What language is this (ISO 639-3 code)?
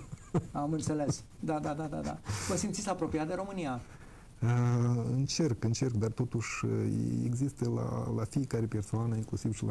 ron